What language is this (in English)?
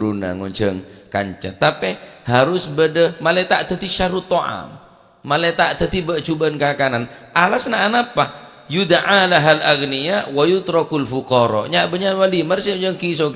Madurese